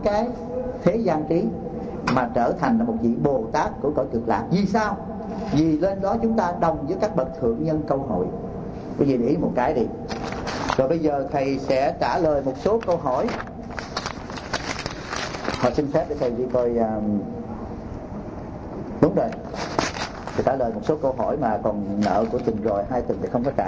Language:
Vietnamese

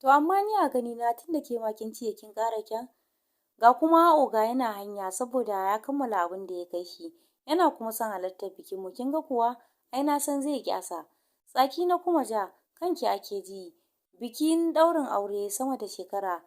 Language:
Hausa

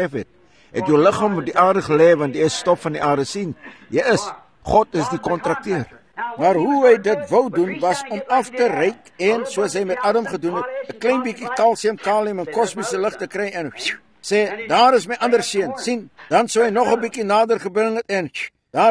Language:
Afrikaans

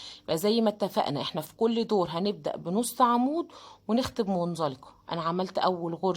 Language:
Egyptian Arabic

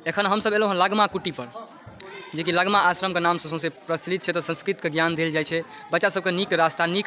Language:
Maithili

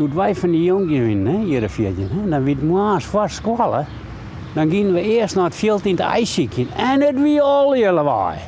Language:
Western Frisian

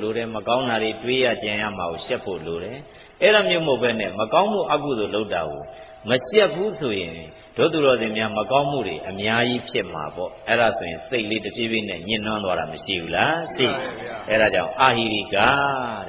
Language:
Burmese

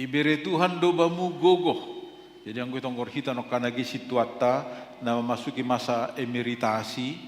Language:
Batak Simalungun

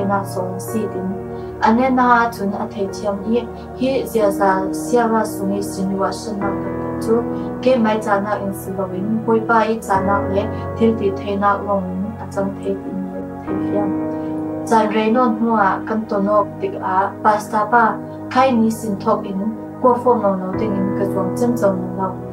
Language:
Falam Chin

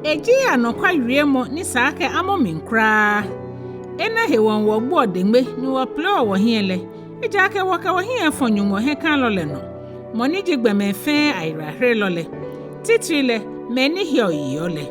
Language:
Ga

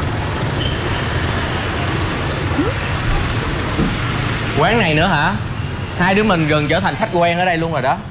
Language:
Vietnamese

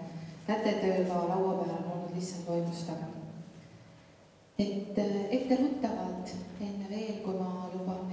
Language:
Estonian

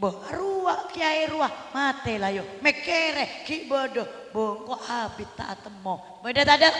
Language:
Madurese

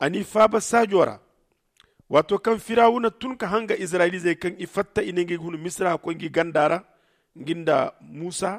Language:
Zarma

